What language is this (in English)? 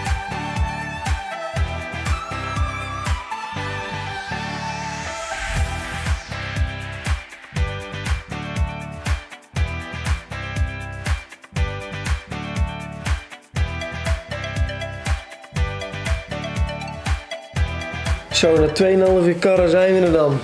Dutch